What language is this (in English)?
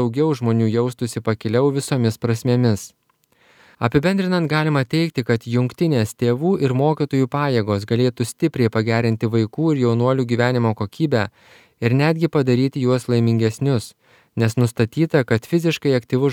Lithuanian